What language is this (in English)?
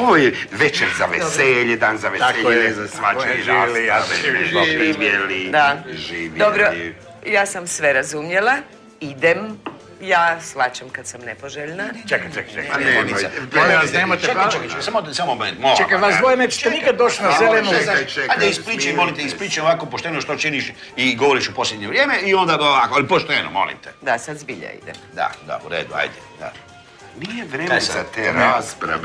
Croatian